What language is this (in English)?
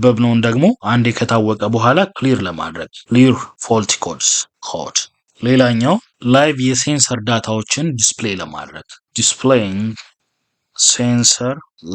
Amharic